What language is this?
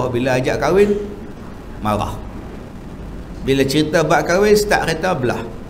Malay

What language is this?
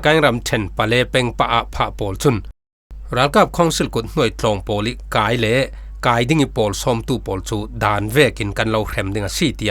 Falam Chin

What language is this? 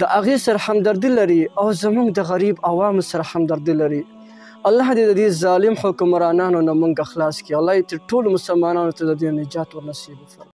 Pashto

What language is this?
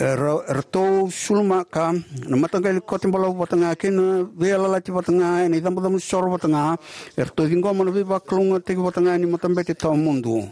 Fijian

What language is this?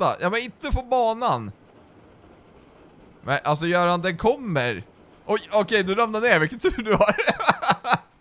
Swedish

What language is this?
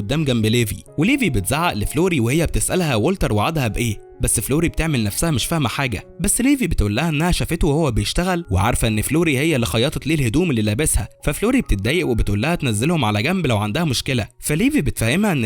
Egyptian Arabic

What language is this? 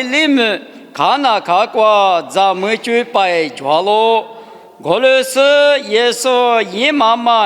Lisu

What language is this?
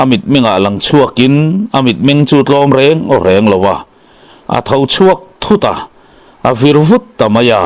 Mizo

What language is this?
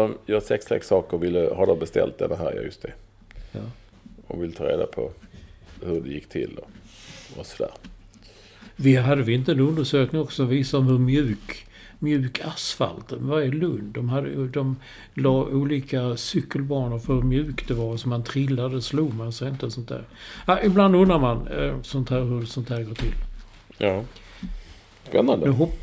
Swedish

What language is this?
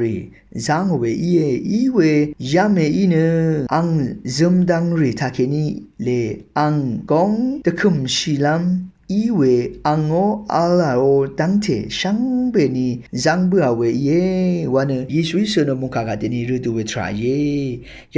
Rawang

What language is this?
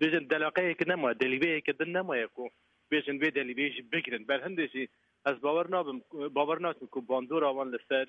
Kurdish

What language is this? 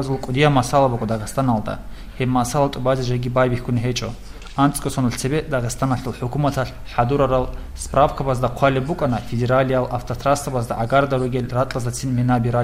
Avaric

